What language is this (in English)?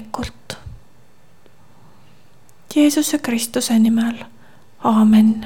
Estonian